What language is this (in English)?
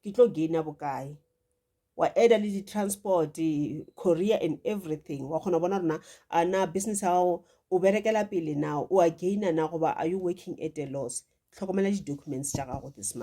Northern Sotho